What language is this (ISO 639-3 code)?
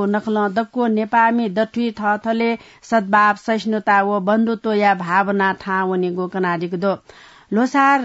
new